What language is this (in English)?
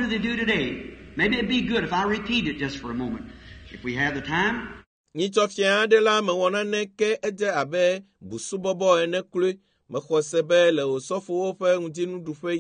Ewe